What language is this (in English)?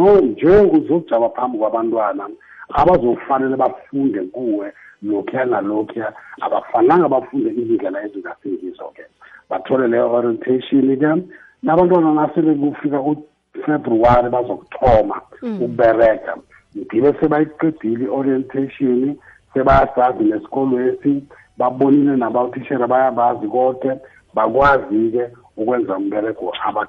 South Ndebele